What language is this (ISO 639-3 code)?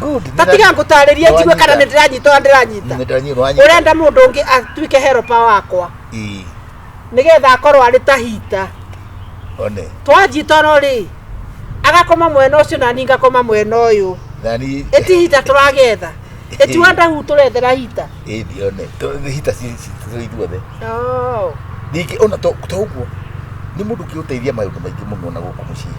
kik